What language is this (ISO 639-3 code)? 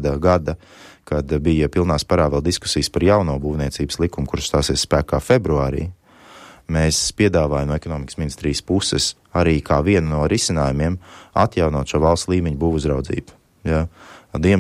lav